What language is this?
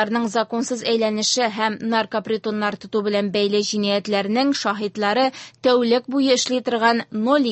Tatar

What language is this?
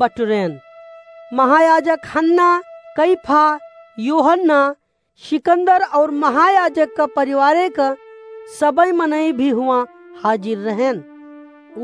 Awadhi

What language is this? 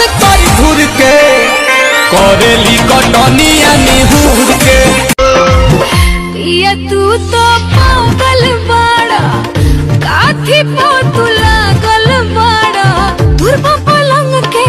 Bhojpuri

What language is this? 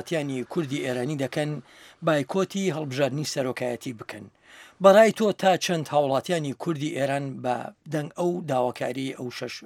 Central Kurdish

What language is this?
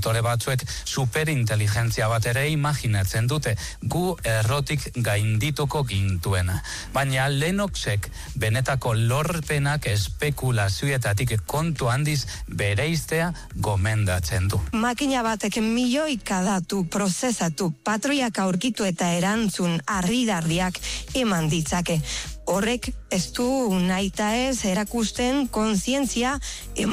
Basque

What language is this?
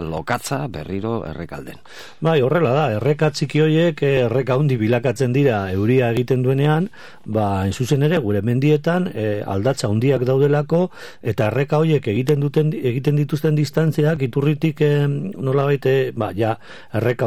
Basque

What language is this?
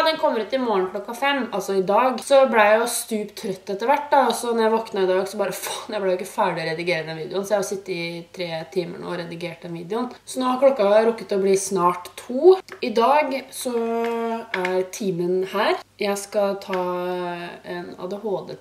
Norwegian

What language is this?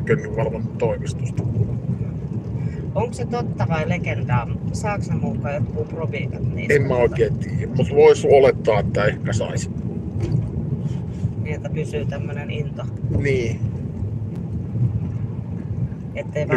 Finnish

